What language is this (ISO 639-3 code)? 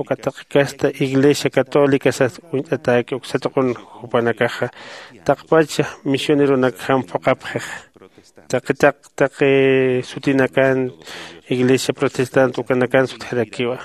aym